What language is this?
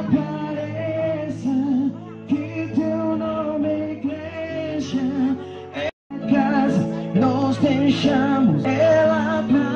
Tetum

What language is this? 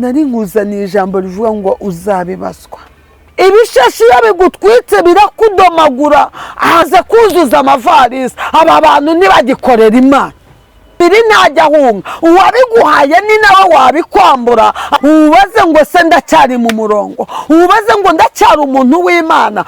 Kinyarwanda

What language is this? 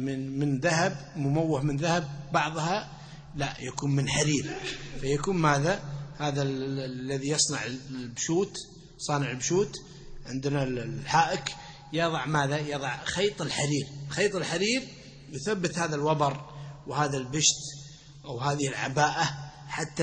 Arabic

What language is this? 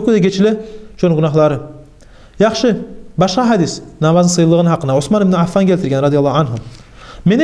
Kumyk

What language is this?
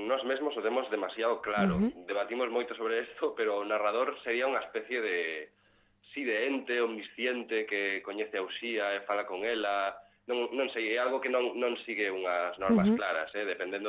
Galician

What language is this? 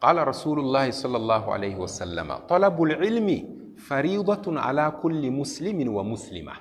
Hausa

